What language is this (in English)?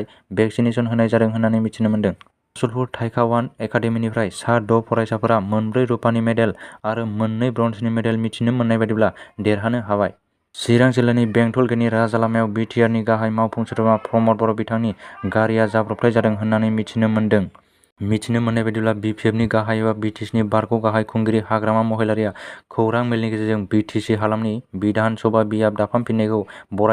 Bodo